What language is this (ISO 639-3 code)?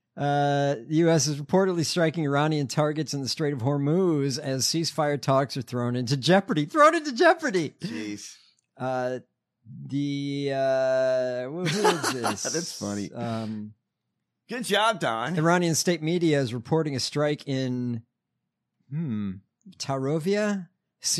eng